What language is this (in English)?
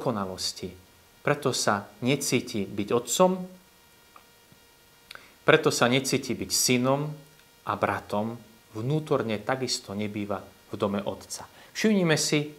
Slovak